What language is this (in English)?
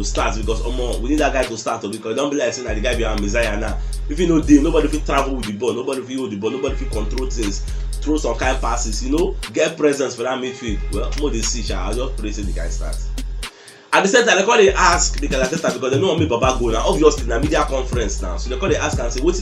Nigerian Pidgin